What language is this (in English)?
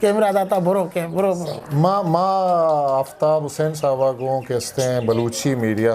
Eastern Balochi